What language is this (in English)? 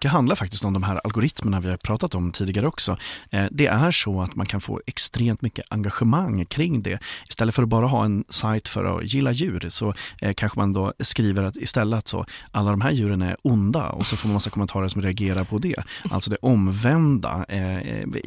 Swedish